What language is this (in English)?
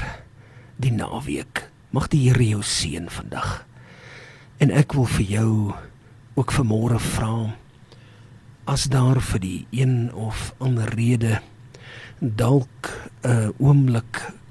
Afrikaans